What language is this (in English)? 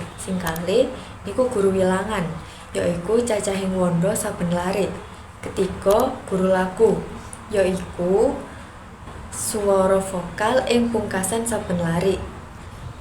Javanese